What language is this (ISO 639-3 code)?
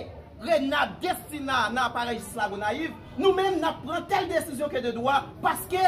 hat